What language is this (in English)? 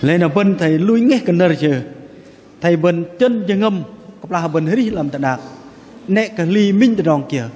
Bahnar